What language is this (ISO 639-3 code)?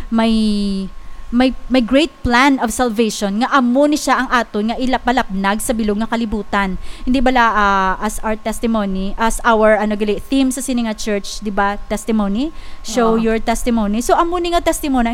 hil